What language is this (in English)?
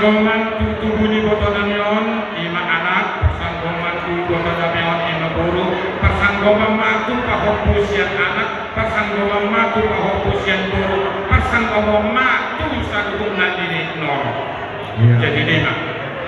Batak Toba